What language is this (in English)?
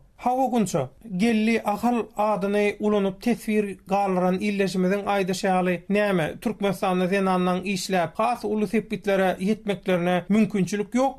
Turkmen